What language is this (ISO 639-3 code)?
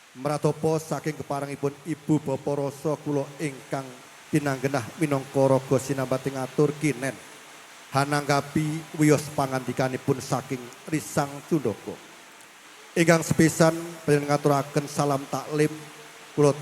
jav